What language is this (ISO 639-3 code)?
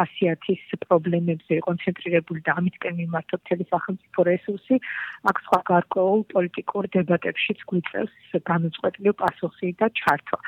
kat